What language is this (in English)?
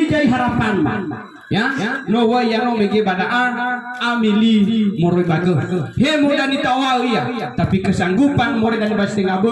Nias